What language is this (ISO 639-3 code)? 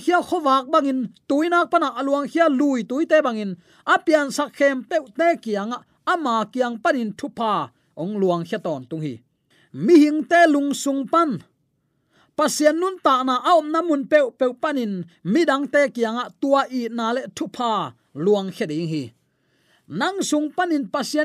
ctd